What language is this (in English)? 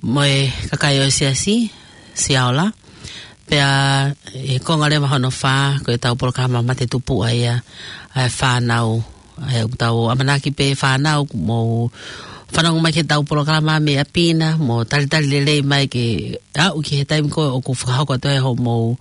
Tongan